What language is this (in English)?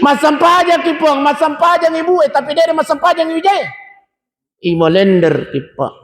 Buginese